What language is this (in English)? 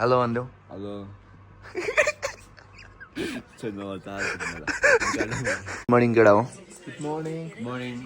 Nepali